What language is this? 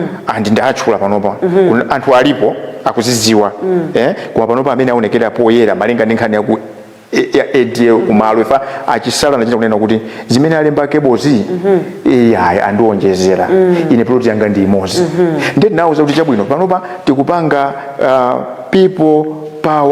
Nyanja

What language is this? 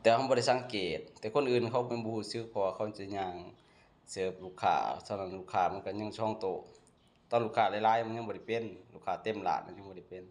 Lao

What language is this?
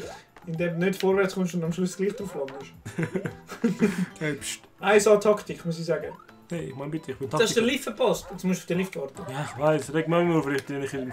Swiss German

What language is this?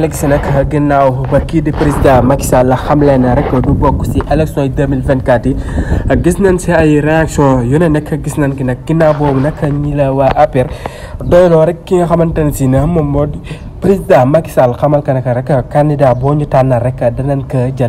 Wolof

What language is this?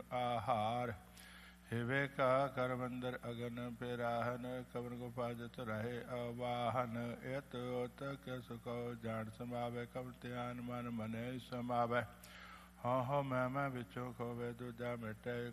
Punjabi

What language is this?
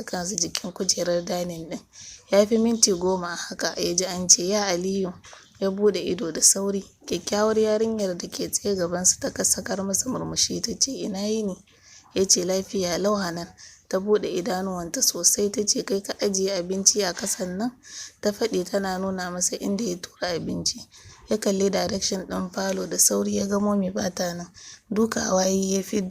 Hausa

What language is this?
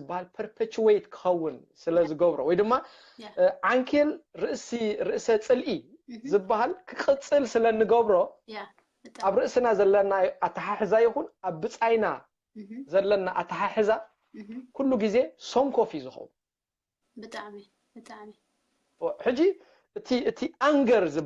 Tigrinya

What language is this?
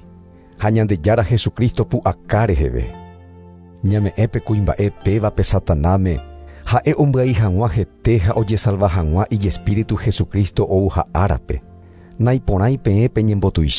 Guarani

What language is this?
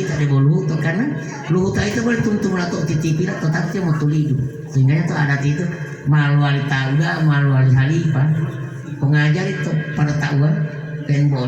Gorontalo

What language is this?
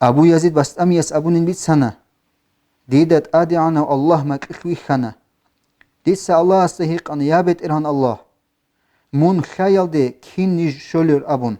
Avaric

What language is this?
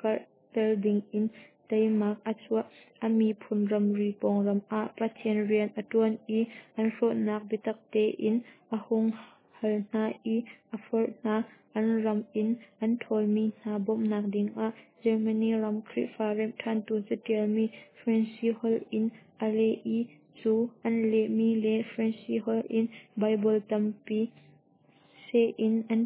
Hakha Chin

